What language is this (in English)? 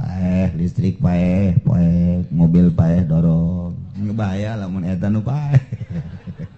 Sundanese